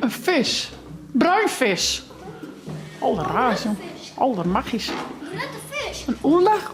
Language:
Western Frisian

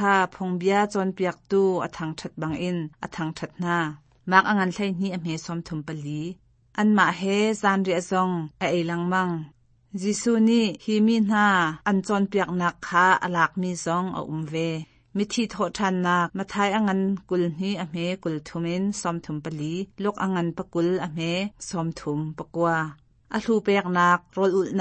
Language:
Hakha Chin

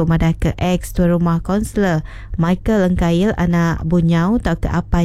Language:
Iban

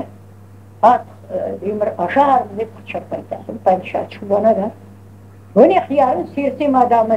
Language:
Crimean Tatar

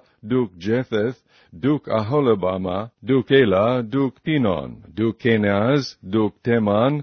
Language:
English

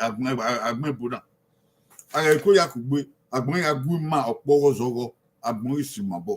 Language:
Bini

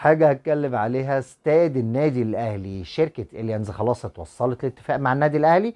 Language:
Egyptian Arabic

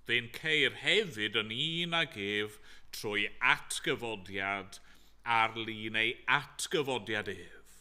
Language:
Welsh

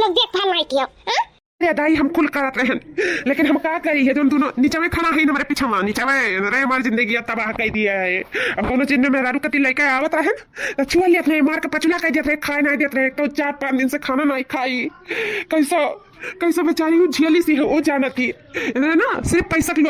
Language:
Awadhi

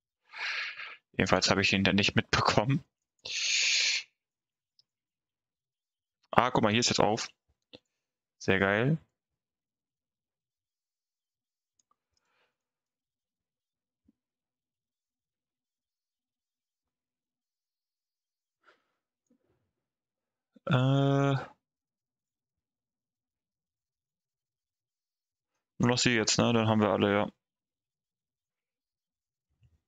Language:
German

